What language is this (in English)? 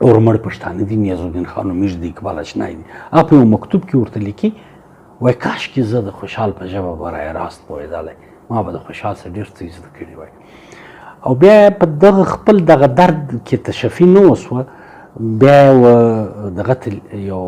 Pashto